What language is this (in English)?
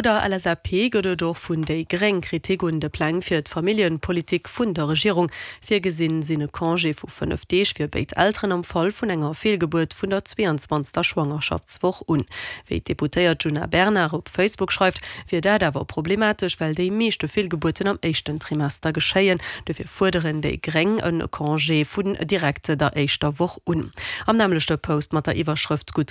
Luxembourgish